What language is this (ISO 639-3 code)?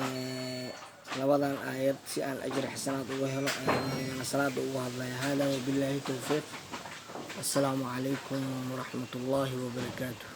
som